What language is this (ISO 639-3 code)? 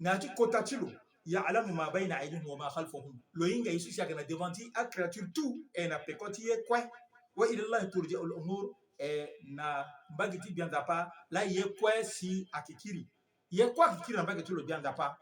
sag